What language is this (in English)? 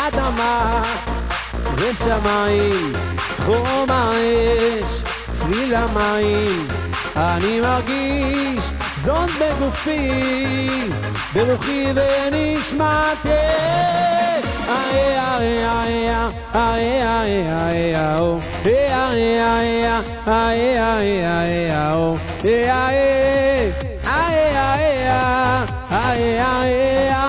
Hebrew